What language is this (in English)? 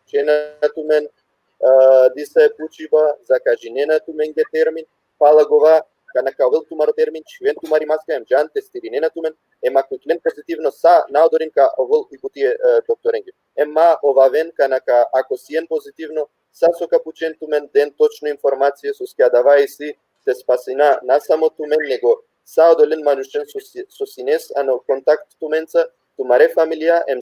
Balkan Romani